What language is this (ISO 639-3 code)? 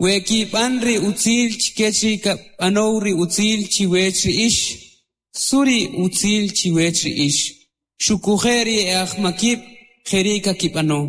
quc